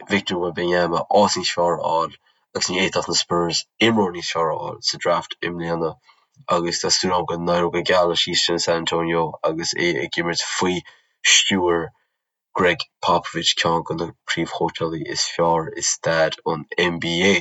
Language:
Irish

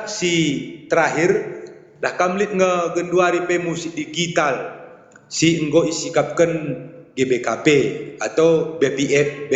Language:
Batak Karo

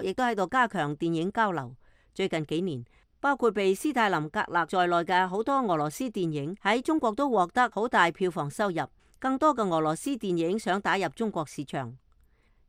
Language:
Cantonese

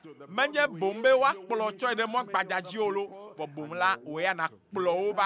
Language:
Ewe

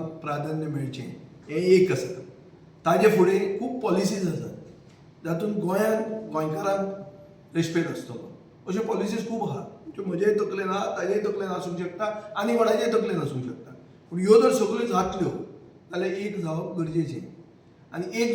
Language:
Konkani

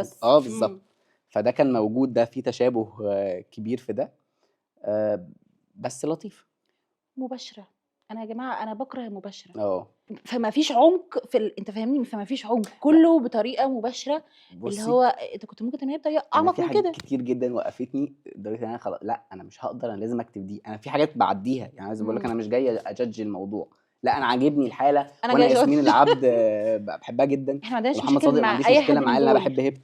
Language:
Egyptian Arabic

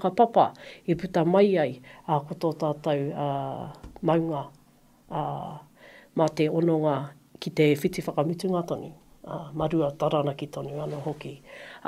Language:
Māori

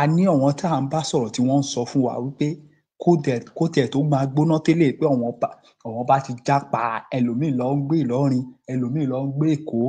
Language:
Yoruba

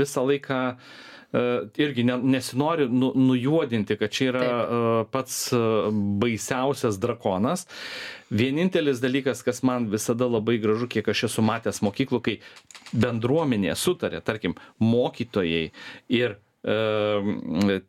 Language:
Lithuanian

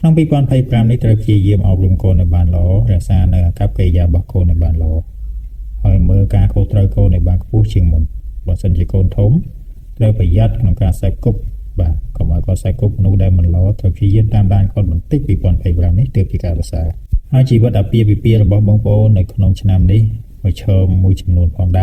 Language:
Khmer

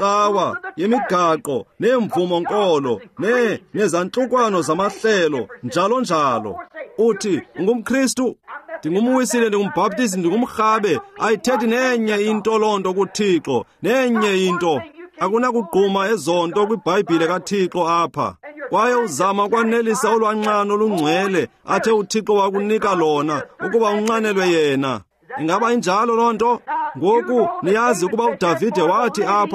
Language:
Xhosa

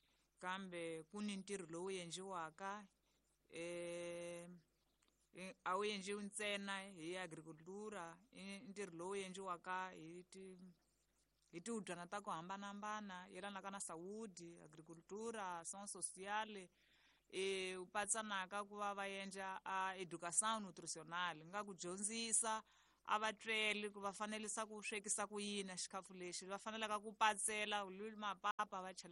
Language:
Tsonga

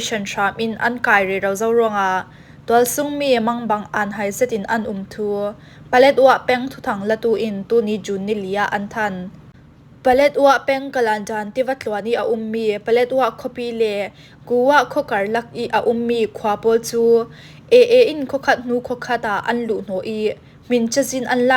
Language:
Falam Chin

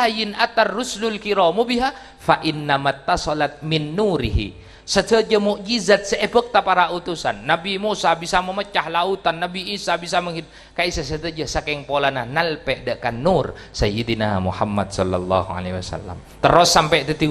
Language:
Madurese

